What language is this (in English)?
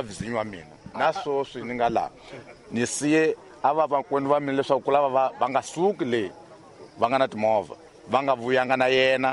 Tsonga